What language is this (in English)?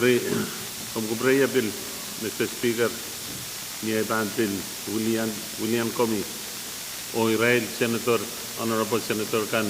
Pohnpeian